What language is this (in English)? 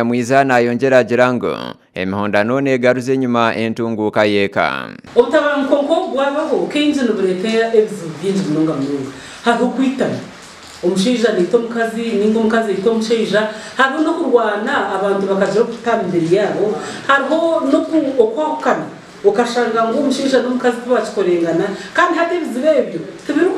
Nyankole